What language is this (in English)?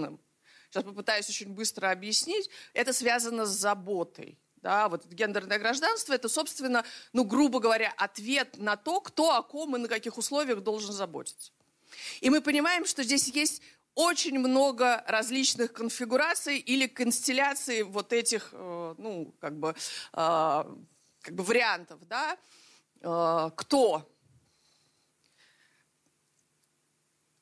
Russian